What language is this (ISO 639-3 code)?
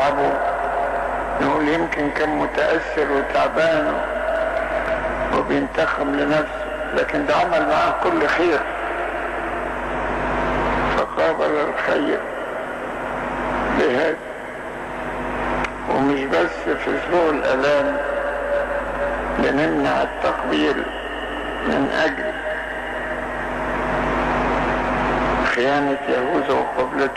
arz